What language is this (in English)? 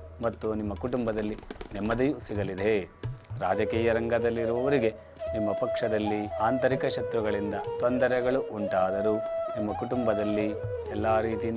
Kannada